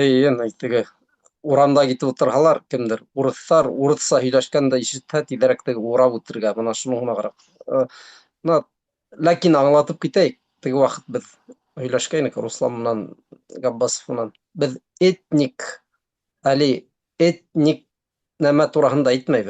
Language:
Bashkir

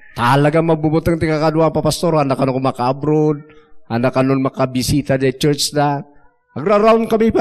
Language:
Iloko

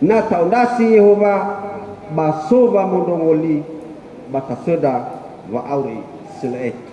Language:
Nias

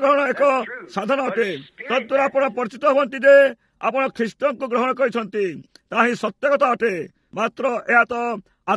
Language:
Odia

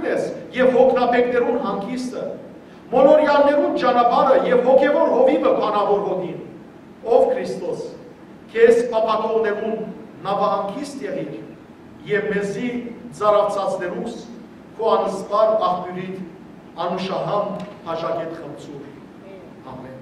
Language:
Western Armenian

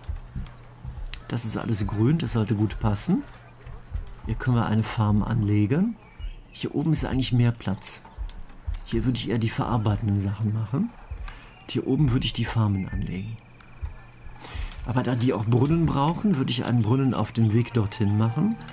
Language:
German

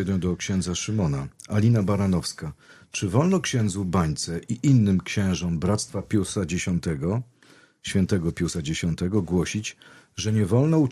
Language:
Polish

